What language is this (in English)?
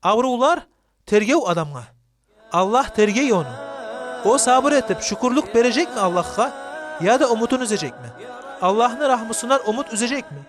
Kumyk